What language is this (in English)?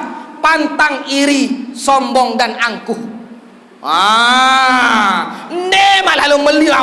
Sasak